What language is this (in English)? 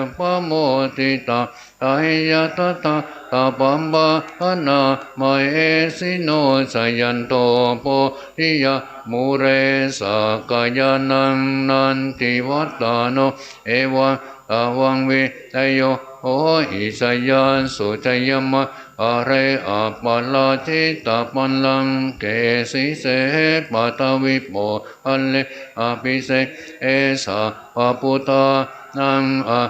Pali